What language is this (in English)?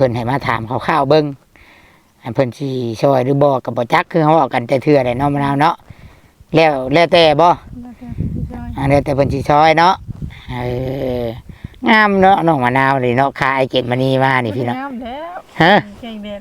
Northeastern Thai